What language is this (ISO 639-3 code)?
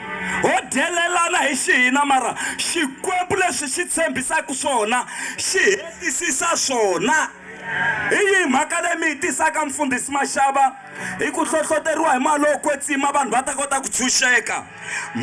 tso